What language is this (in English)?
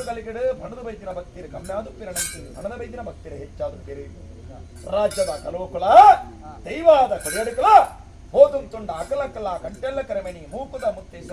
Tulu